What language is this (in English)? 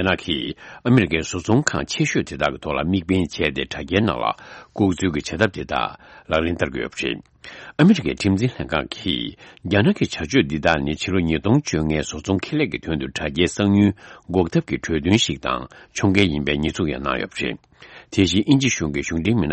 Tibetan